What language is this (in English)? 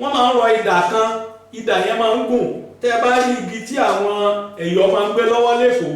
Yoruba